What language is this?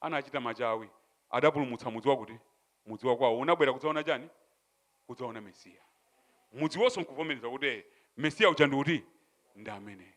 Nyanja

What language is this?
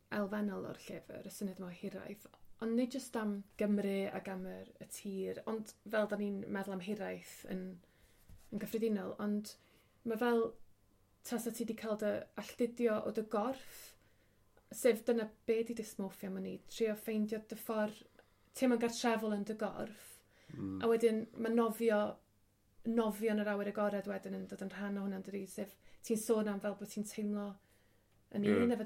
Welsh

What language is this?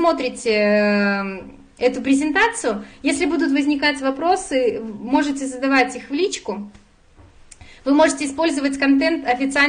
Russian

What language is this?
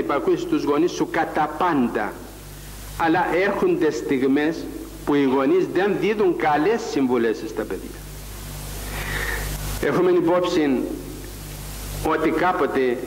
Greek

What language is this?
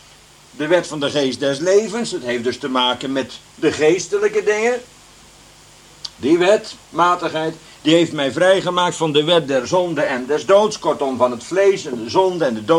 Dutch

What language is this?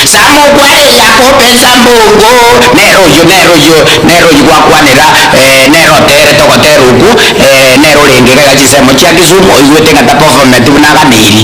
Gusii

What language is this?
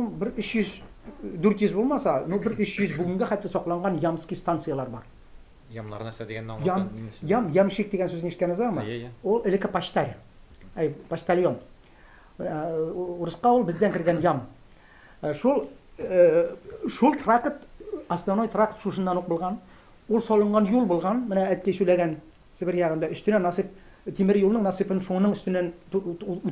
Tatar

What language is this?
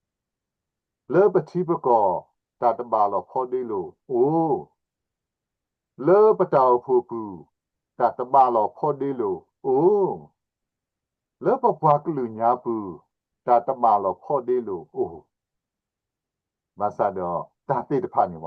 S'gaw Karen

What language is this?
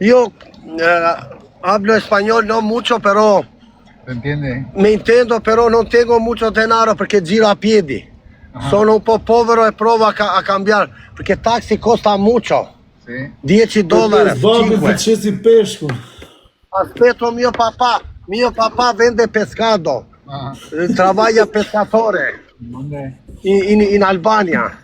Albanian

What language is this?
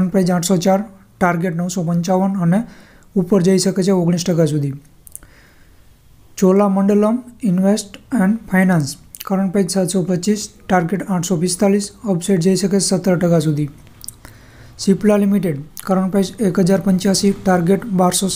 Gujarati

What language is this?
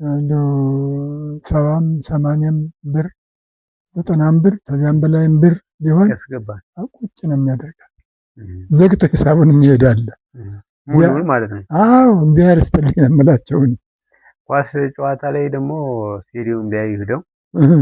Amharic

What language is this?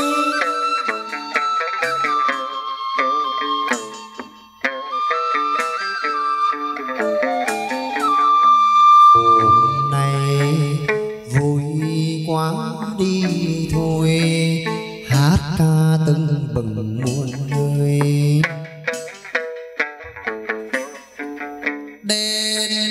Vietnamese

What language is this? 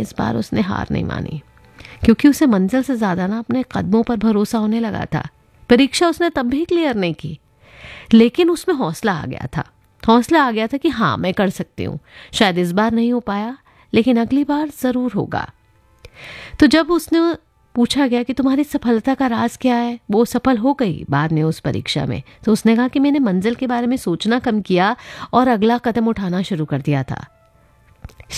Hindi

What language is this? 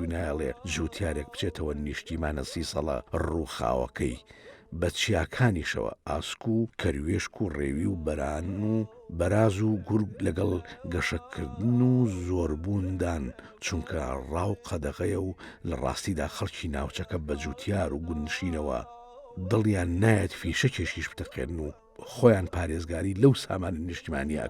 Central Kurdish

